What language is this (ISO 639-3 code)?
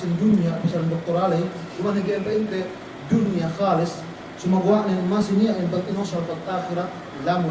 yka